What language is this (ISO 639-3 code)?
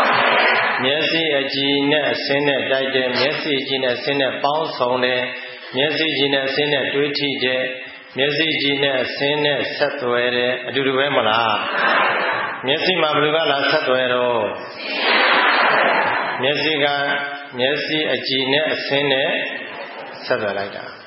mya